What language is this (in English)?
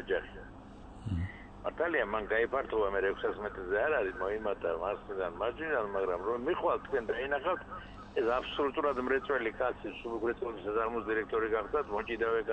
Georgian